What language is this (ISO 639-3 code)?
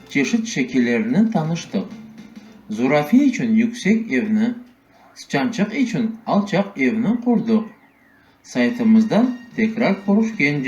crh